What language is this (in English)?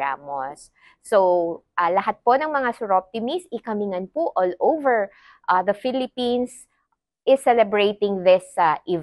Pampanga